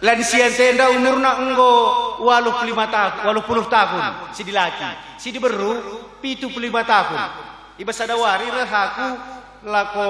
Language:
Batak Karo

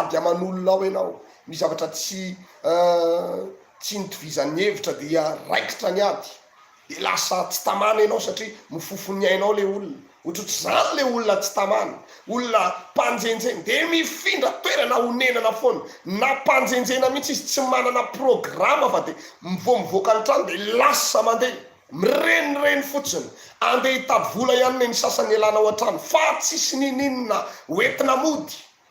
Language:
Malagasy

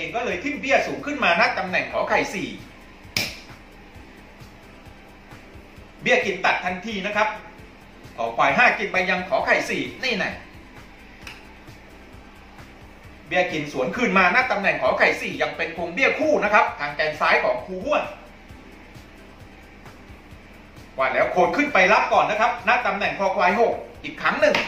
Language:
Thai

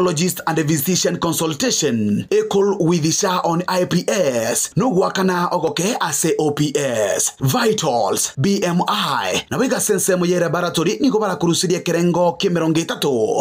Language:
Gusii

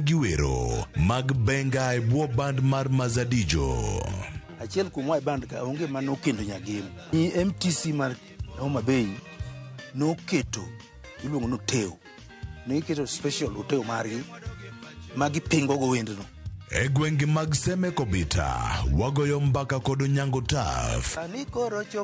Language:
Luo (Kenya and Tanzania)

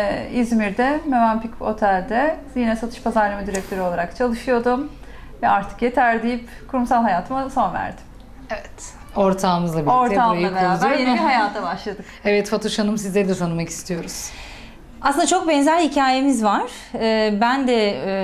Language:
Turkish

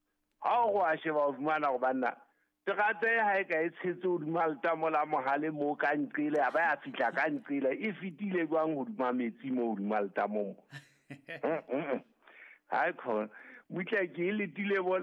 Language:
Southern Sotho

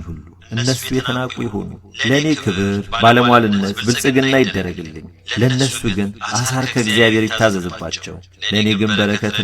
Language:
Amharic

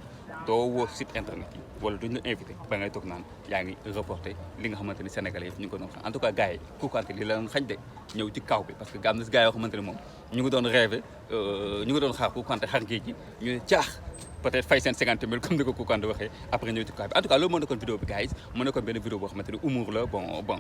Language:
Wolof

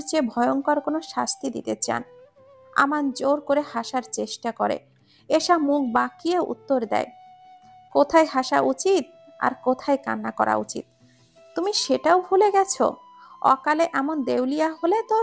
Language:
Bangla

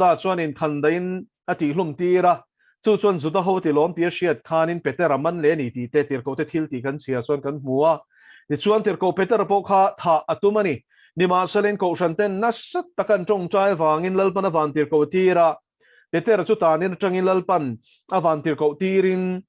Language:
Mizo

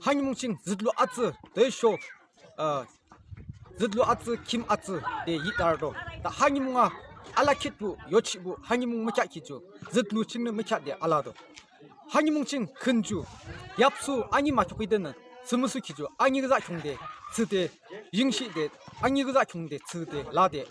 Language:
Yimchungru Naga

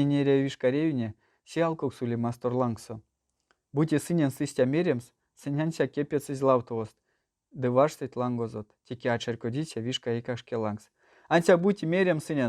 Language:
Erzya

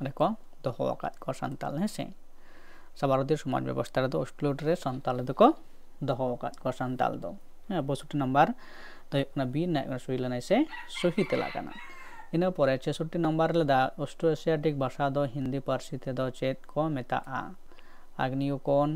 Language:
Santali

